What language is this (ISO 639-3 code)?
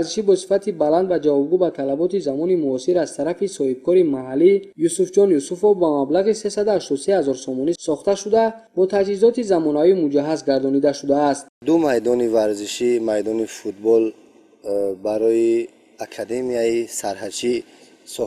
tgk